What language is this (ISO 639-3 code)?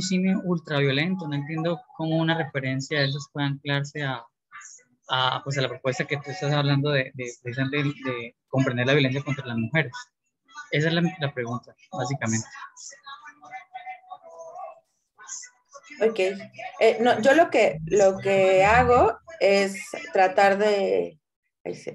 spa